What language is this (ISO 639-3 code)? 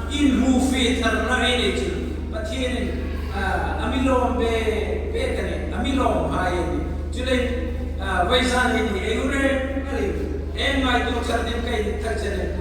hmr